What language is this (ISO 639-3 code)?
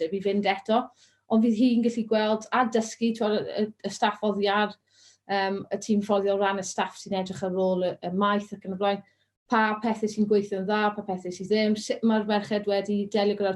cym